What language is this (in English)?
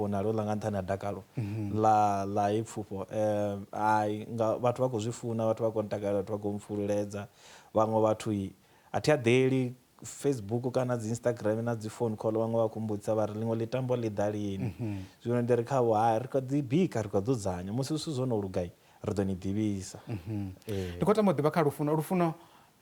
Venda